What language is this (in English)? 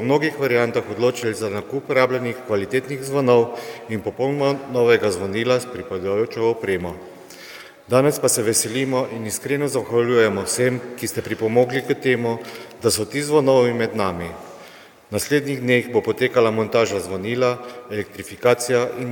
Slovenian